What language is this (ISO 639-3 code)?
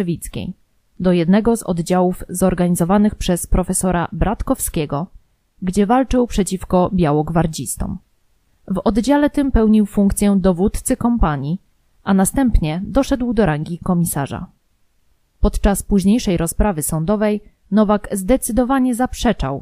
pol